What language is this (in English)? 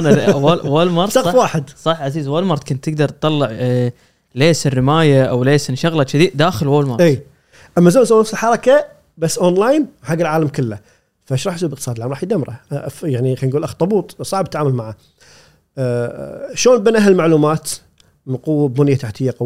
Gulf Arabic